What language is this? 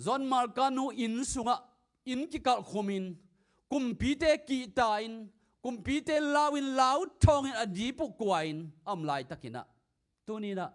Tedim Chin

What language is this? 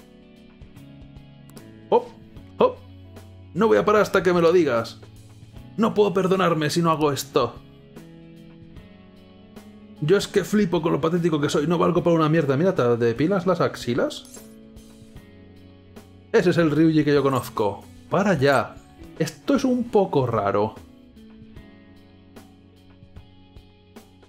Spanish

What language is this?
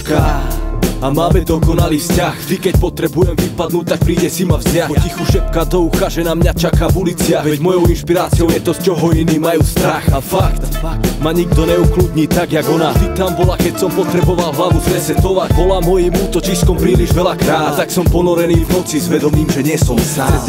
Slovak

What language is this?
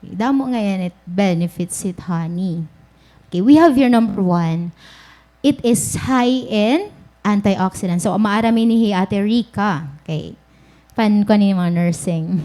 Waray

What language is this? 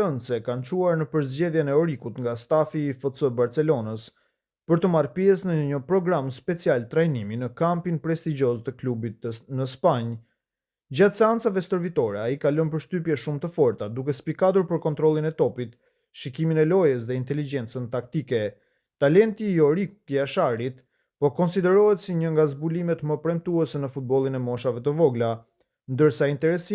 Albanian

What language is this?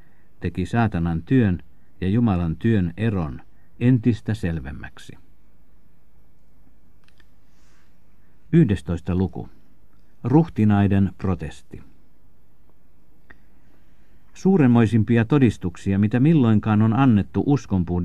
Finnish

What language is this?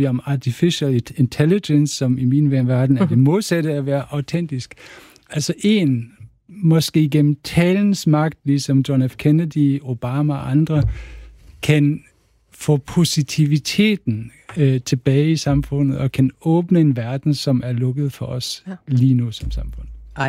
Danish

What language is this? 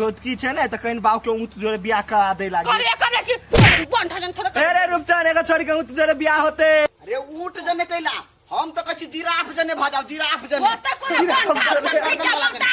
Maithili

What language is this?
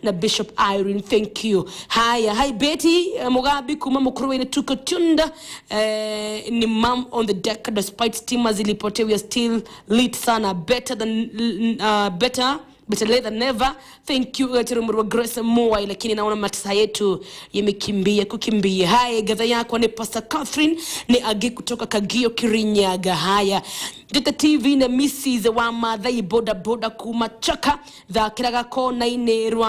Kikuyu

